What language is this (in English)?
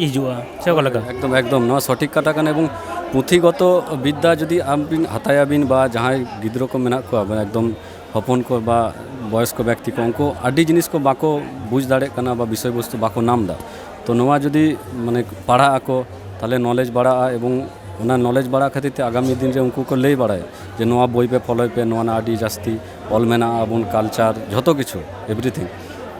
Santali